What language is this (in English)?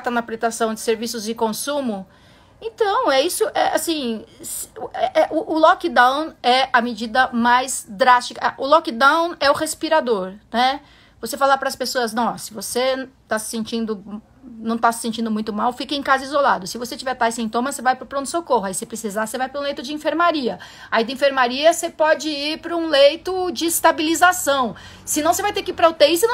Portuguese